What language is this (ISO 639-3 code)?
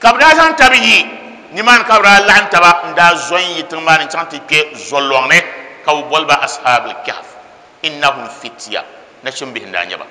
dag